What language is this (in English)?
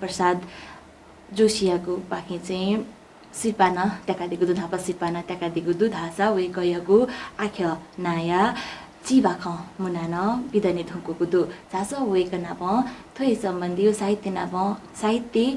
Newari